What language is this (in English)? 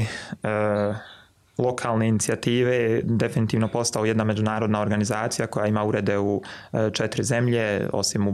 Croatian